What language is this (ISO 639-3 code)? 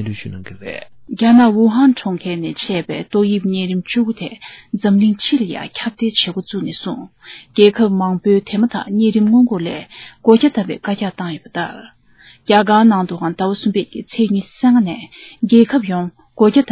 bod